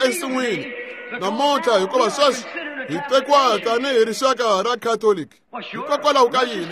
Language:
Tsonga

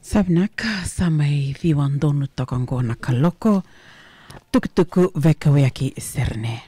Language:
Fijian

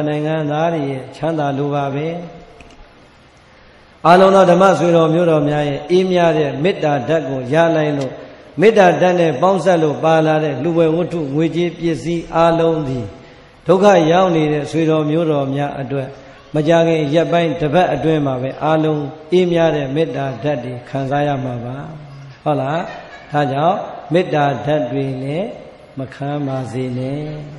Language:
Burmese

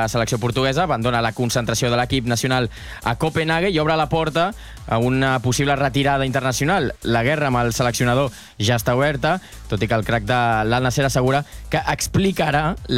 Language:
Catalan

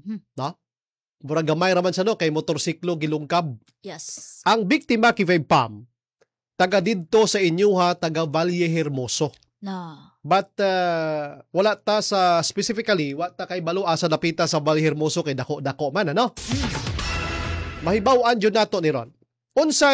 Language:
Cebuano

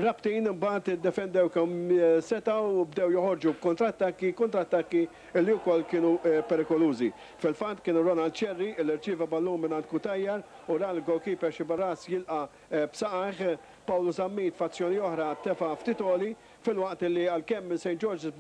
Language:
Maltese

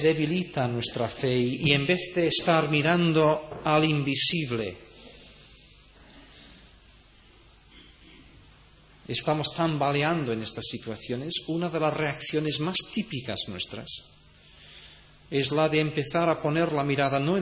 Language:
Spanish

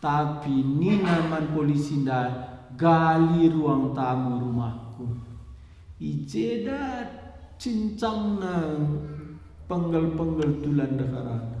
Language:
Batak Karo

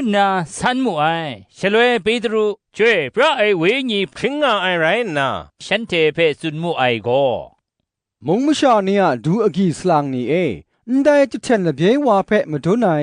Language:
Kachin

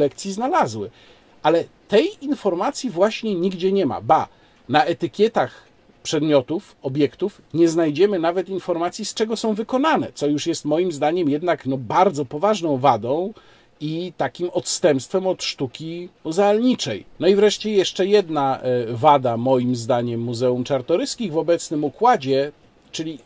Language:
Polish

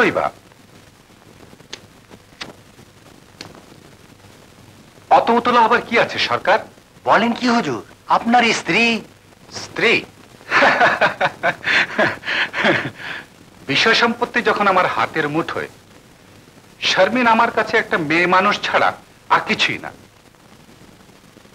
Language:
Bangla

